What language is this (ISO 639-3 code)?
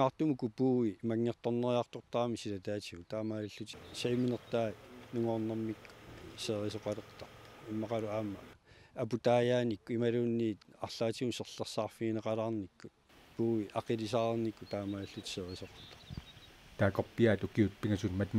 kal